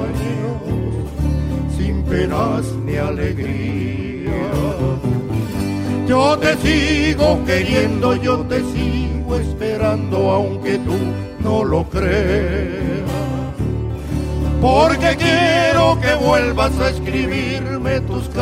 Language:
Spanish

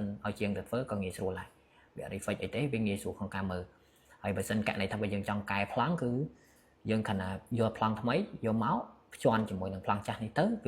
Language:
Khmer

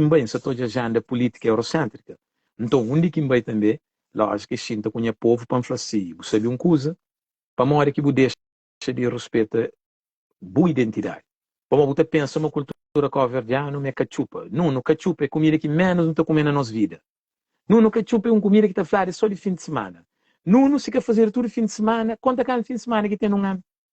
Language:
Kabuverdianu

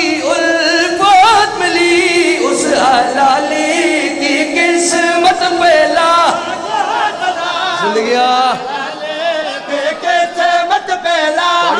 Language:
Urdu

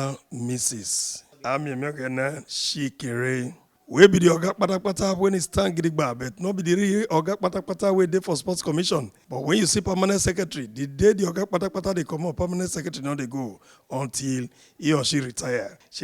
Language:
Nigerian Pidgin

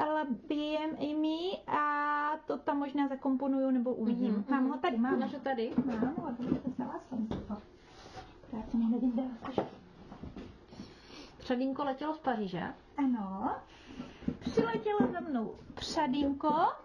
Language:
Czech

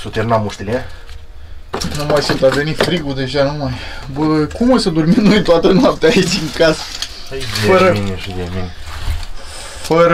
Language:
Romanian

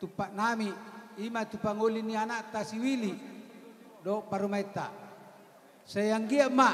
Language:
Batak Toba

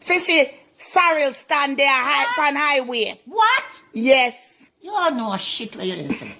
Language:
Jamaican Creole English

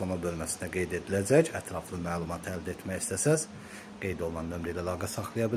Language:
Azerbaijani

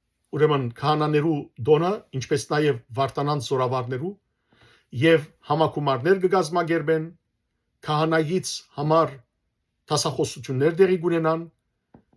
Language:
Western Armenian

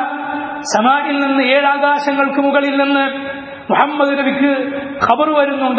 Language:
Malayalam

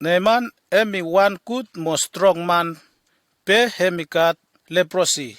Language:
Bislama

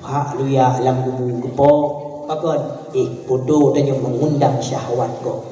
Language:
Achinese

